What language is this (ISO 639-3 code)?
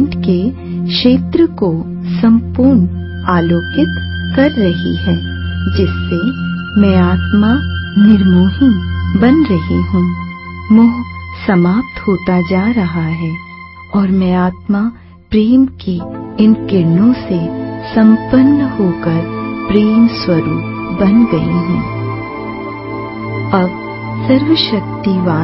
hin